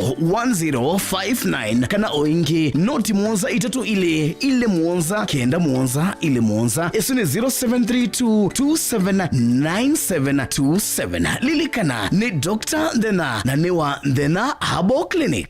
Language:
Kamba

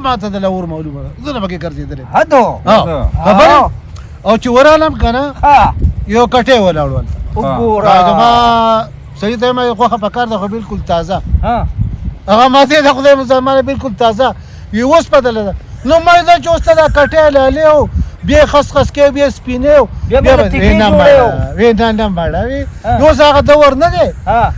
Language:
Pashto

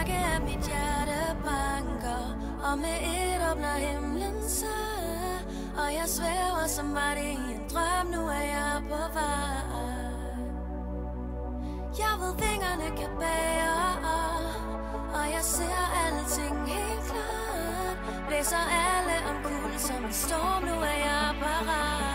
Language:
Danish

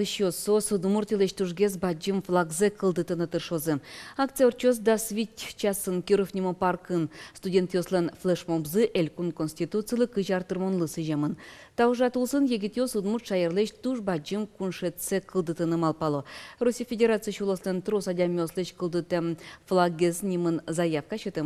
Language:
Udmurt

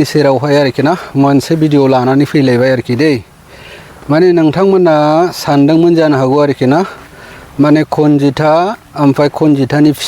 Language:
Bodo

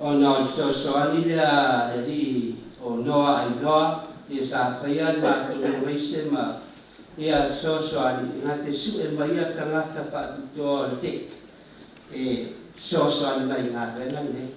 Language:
Samoan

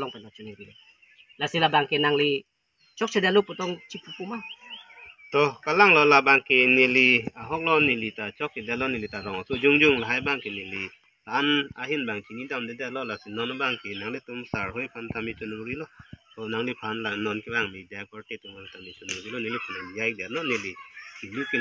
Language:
Karbi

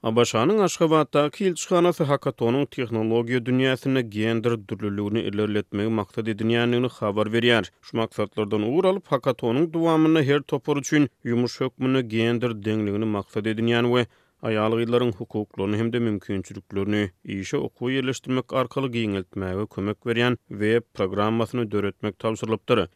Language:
Turkmen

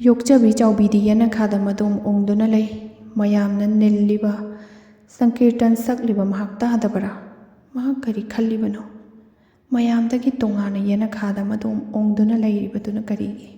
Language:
Manipuri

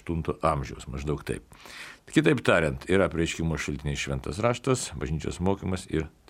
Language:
Lithuanian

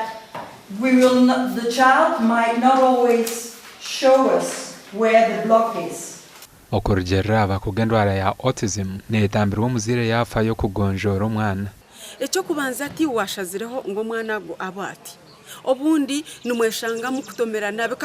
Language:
Nyankole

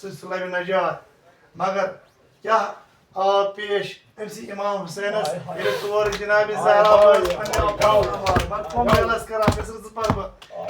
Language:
Kashmiri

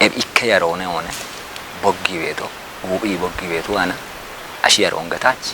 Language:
Kafa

